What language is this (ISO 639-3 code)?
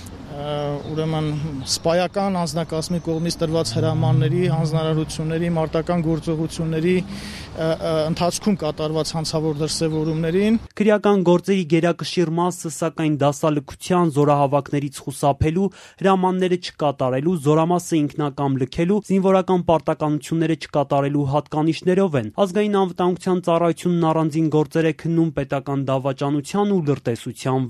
hye